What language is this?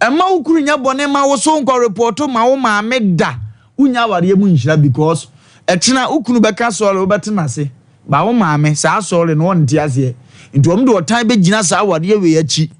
Akan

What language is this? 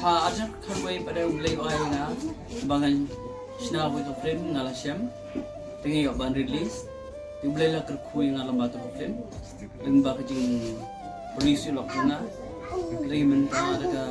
Khasi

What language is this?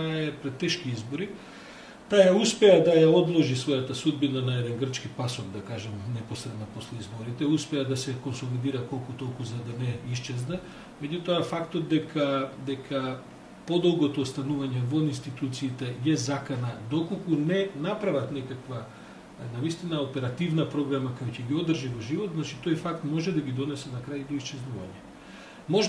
Macedonian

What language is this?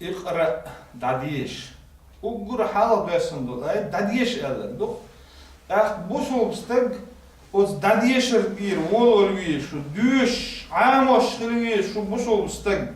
Chechen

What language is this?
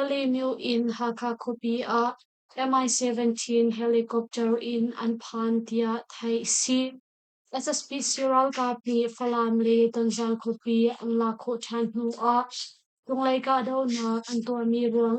Hakha Chin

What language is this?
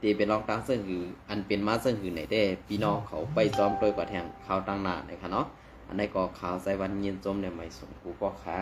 Shan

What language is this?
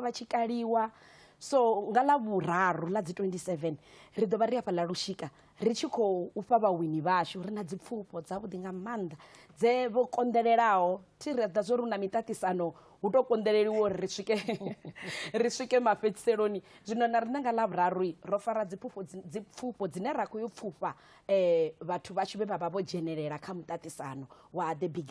Venda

